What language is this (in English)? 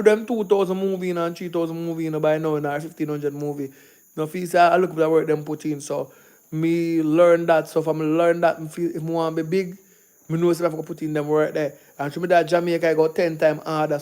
Jamaican Creole English